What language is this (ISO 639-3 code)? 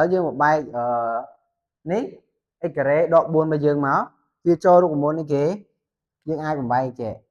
khm